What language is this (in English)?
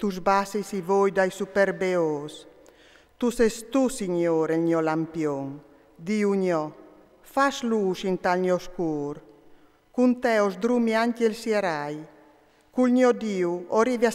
Friulian